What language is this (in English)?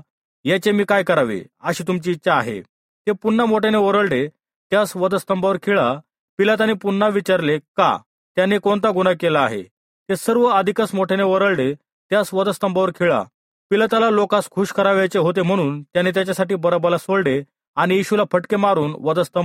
Marathi